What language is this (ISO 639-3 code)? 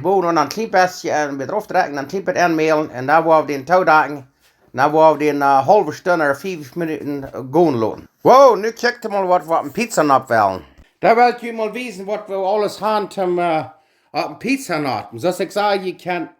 pdt